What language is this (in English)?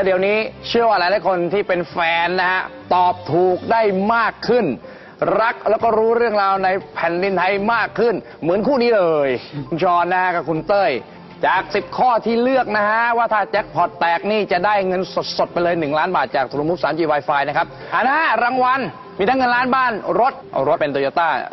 Thai